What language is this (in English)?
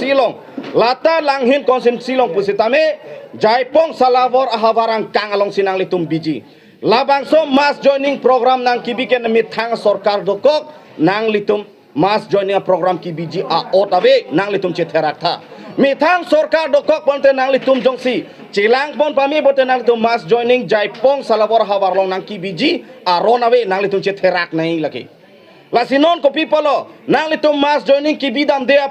Karbi